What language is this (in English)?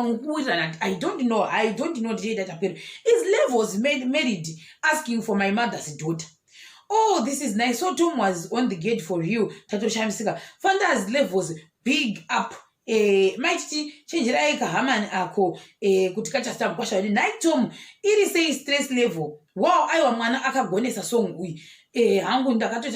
Shona